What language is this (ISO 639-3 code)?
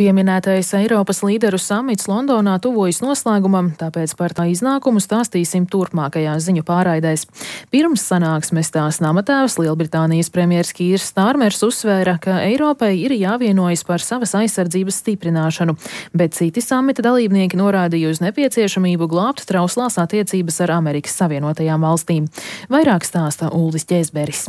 lav